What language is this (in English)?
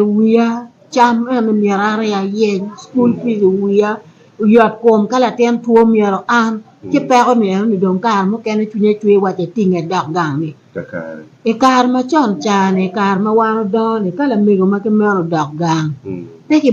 Acoli